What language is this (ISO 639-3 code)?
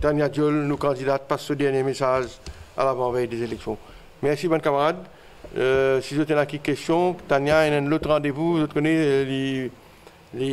mfe